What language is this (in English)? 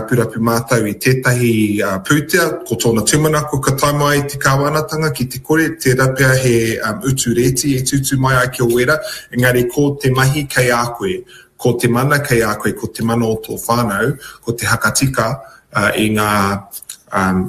Māori